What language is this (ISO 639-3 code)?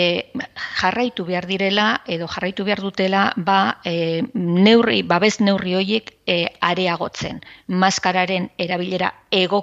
eus